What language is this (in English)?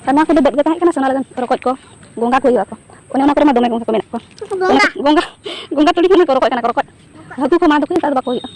Santali